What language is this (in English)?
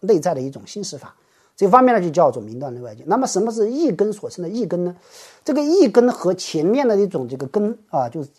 Chinese